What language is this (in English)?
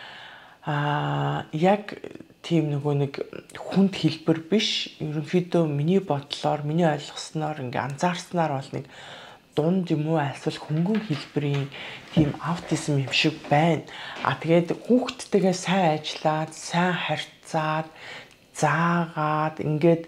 Mongolian